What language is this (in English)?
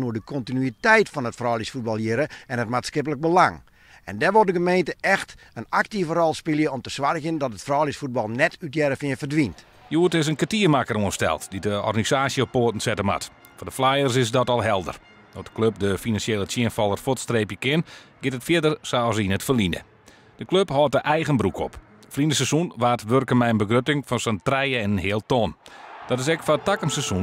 Western Frisian